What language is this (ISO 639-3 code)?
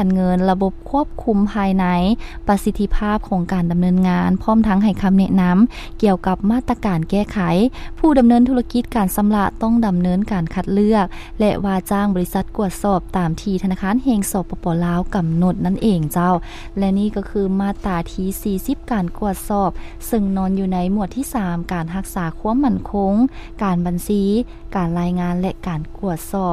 lao